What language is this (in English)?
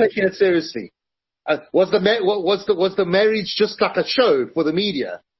English